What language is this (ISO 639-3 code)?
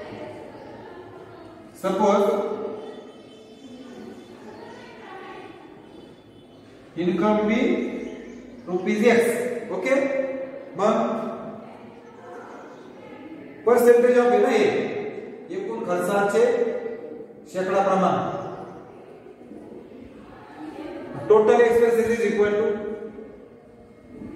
mar